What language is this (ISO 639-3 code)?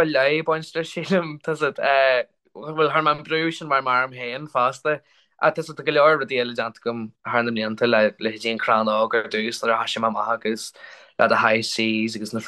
gle